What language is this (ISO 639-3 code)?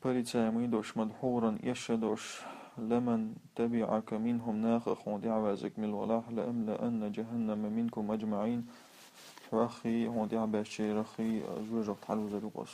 che